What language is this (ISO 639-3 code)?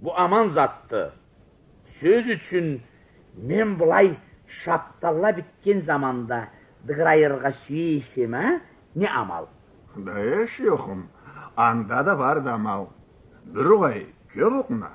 krc